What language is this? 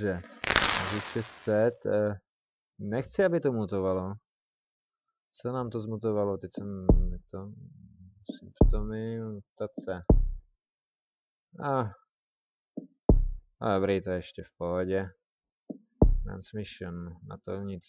Czech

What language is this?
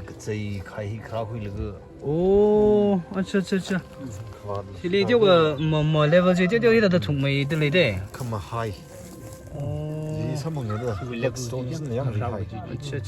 Tangkhul Naga (India)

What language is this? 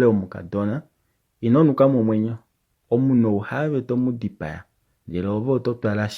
Kuanyama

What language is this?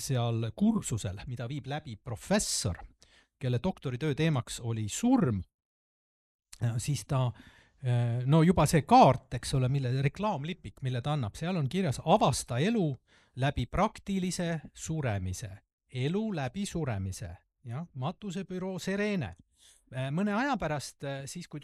Estonian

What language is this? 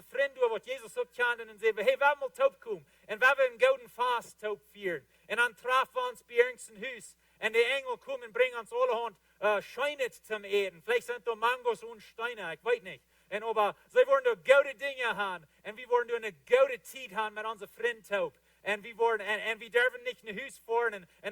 Plautdietsch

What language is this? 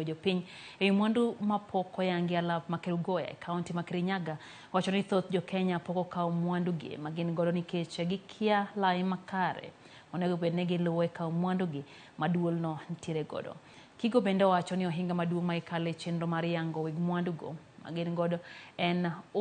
Luo (Kenya and Tanzania)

